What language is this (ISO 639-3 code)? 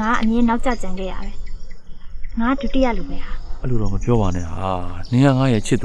mya